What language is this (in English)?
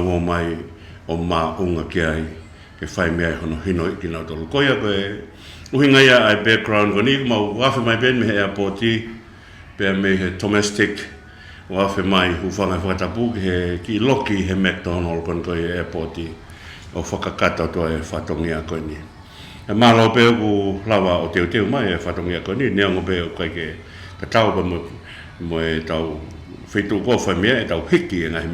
Tongan